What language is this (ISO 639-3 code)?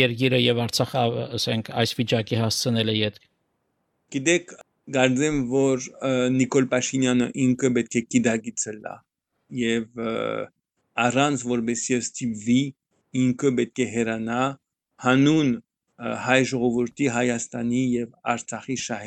hye